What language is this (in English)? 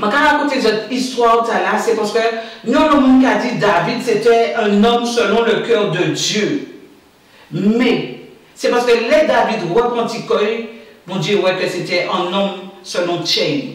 Guadeloupean Creole French